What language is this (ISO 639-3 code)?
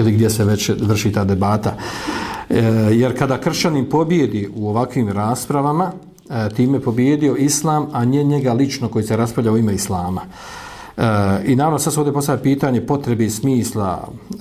bos